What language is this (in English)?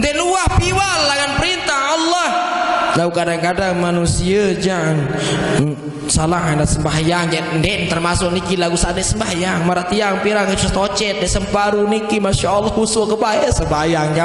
Sasak